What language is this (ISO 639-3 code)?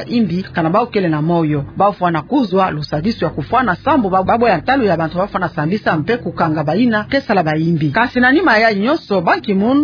ktu